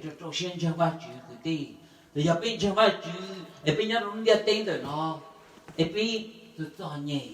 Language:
Hmong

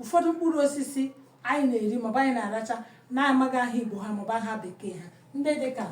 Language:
Igbo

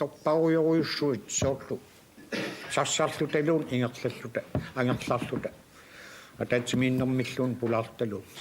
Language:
Kalaallisut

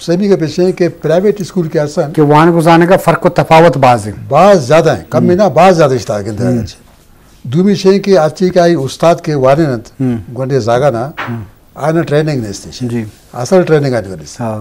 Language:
Eastern Balochi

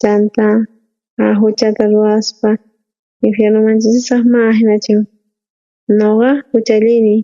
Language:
South Bolivian Quechua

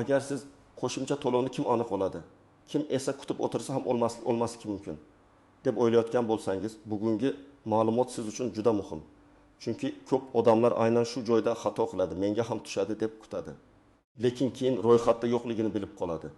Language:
Uzbek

